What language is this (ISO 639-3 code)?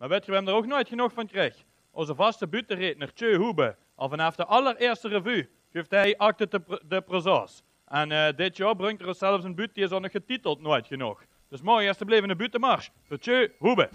lim